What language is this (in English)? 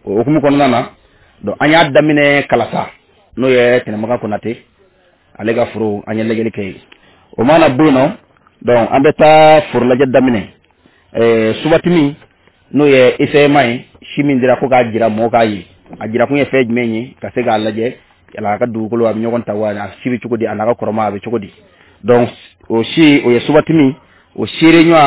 Bambara